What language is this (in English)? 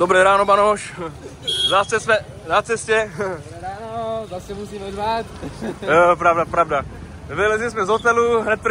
Czech